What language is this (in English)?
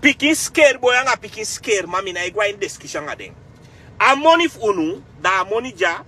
Sranan Tongo